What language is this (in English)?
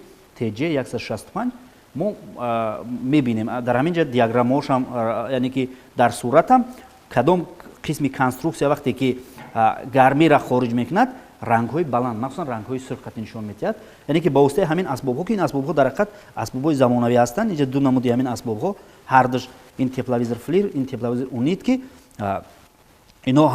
Tajik